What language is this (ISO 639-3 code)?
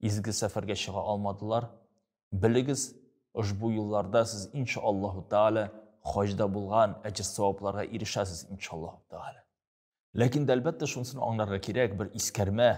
tat